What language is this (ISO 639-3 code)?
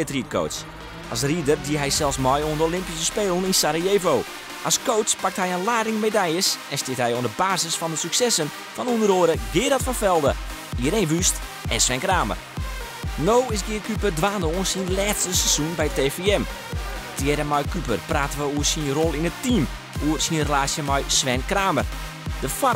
fry